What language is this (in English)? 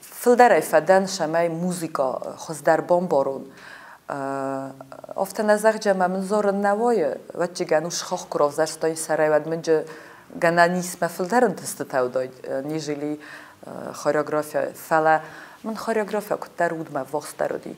Ossetic